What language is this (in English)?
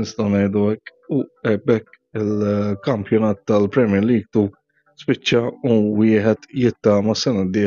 Maltese